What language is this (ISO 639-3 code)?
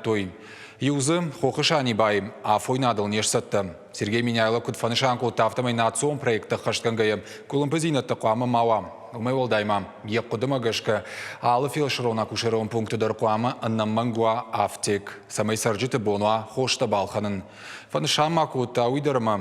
oss